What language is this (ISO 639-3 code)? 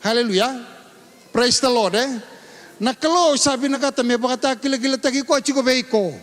fij